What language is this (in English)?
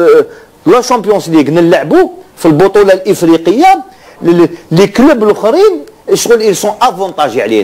Algerian Arabic